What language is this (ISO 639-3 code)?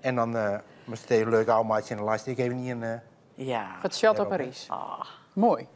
fry